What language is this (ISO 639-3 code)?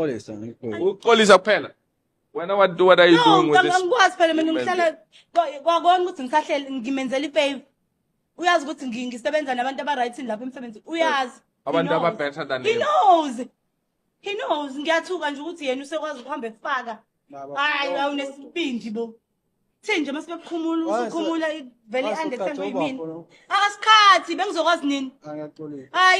zul